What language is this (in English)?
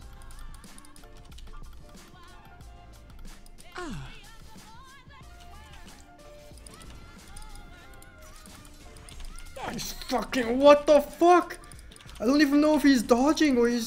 English